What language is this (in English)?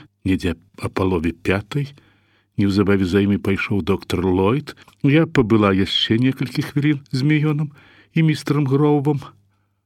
Belarusian